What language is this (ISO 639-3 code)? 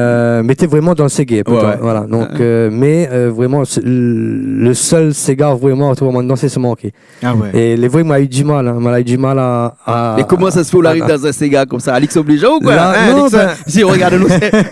rcf